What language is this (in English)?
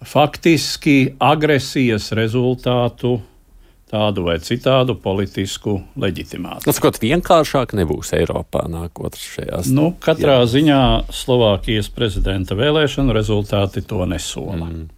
Latvian